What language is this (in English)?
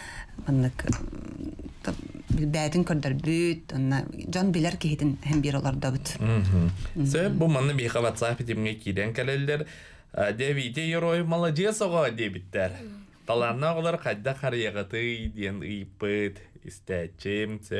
Yakut